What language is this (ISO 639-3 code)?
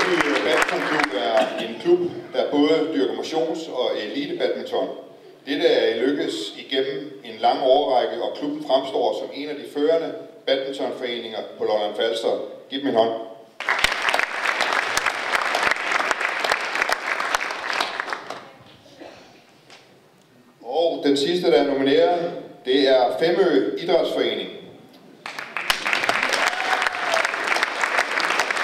dan